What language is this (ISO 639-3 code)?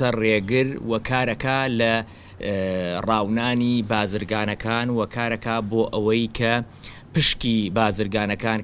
ckb